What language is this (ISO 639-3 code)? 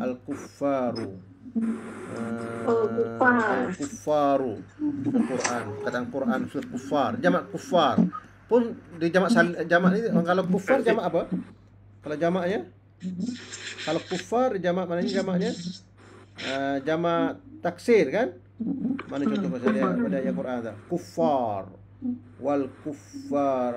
msa